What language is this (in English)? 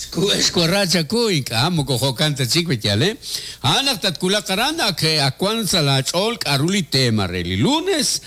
Kekchí